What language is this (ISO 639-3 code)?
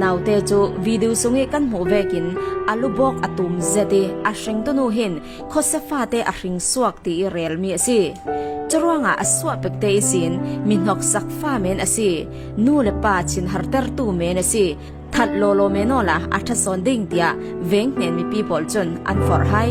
cfm